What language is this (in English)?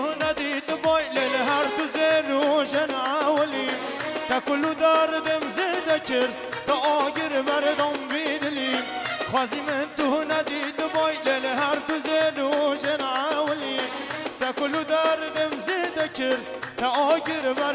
Kurdish